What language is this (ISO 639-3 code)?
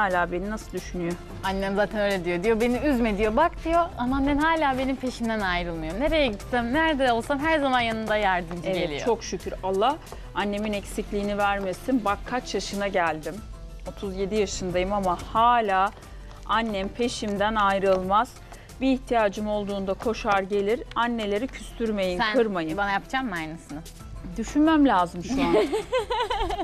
tur